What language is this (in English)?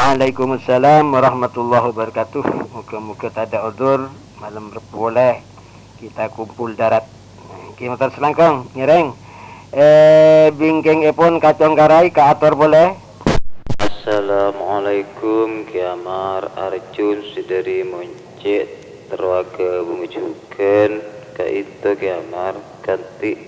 Madurese